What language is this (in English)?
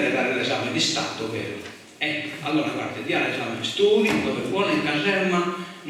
Sardinian